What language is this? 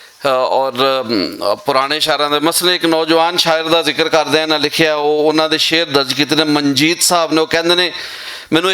Western Panjabi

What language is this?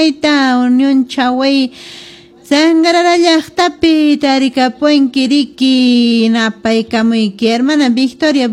Quechua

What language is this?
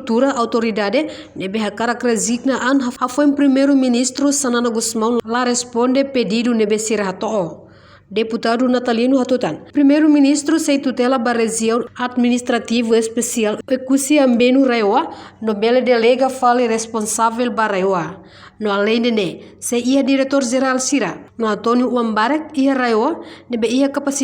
Tetum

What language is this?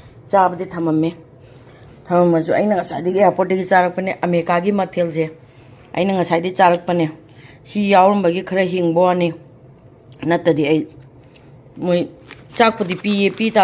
Manipuri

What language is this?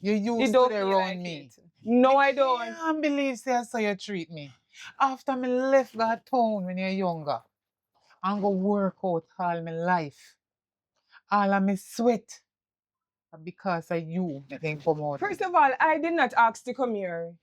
Jamaican Creole English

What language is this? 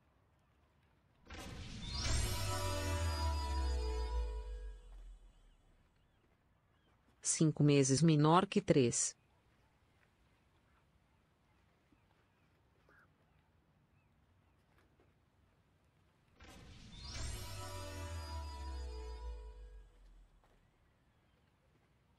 Portuguese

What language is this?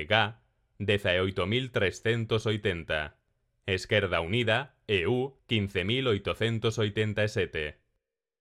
Galician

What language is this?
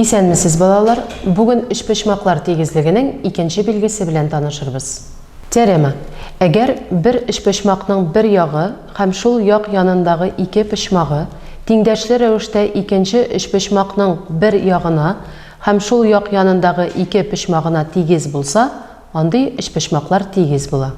Tatar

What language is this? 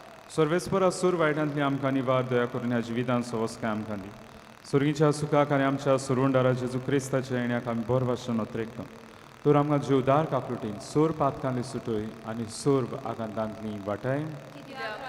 Konkani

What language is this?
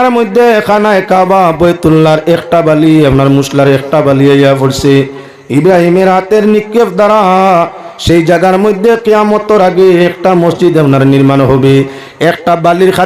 Sylheti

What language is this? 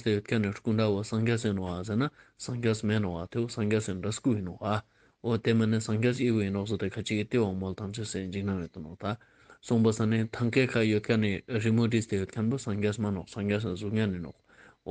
Ladakhi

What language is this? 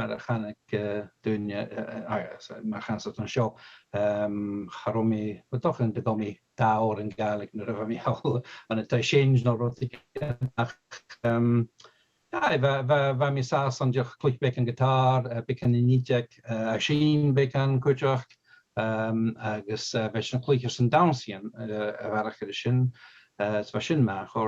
Scottish Gaelic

